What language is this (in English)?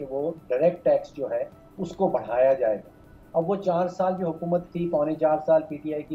Urdu